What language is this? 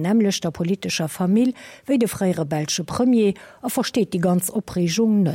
Luxembourgish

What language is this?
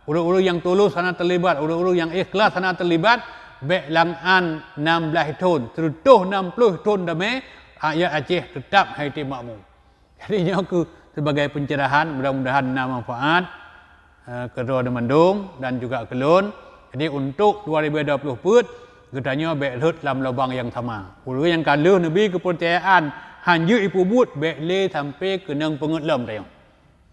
Achinese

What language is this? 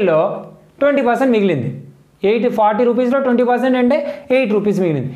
Telugu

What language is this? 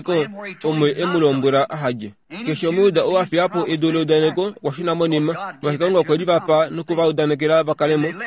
Kuanyama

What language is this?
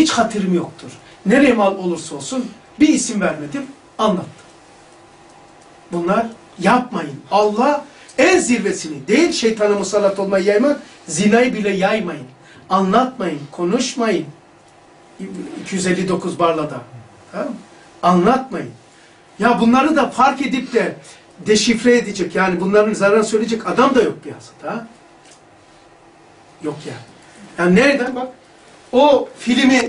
Turkish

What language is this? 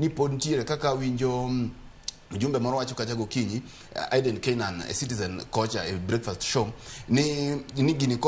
Luo (Kenya and Tanzania)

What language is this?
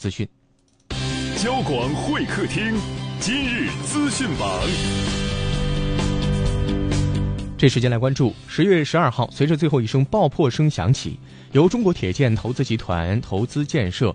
Chinese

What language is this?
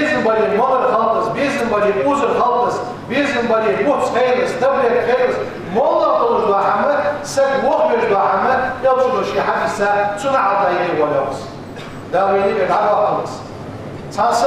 Ingush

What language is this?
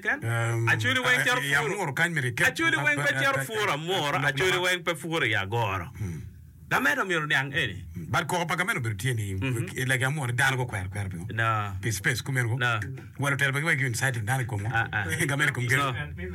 Acoli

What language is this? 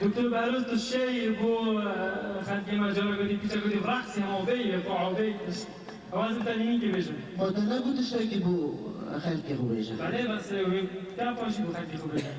Kurdish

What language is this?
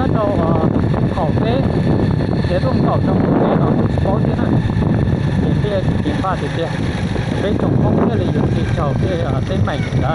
Hmong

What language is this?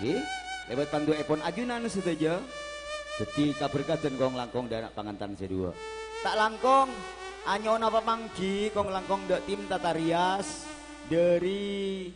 Madurese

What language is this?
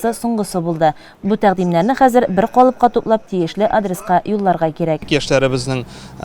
Tatar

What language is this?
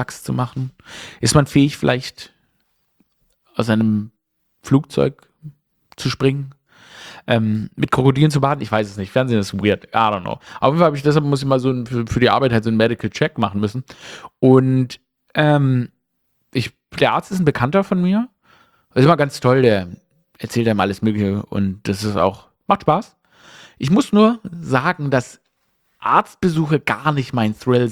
German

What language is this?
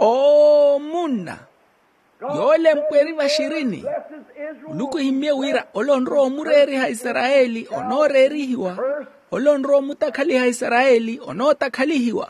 Makhuwa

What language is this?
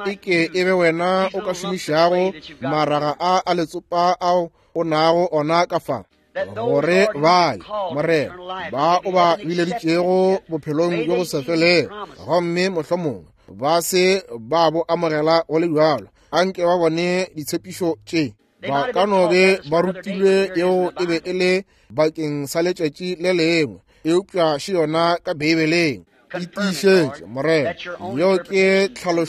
Northern Sotho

